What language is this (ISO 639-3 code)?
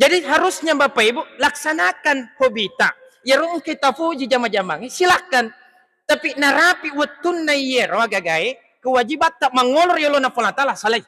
bug